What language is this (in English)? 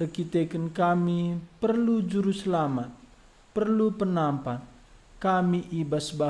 Batak Karo